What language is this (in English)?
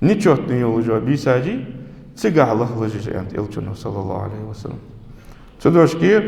Ingush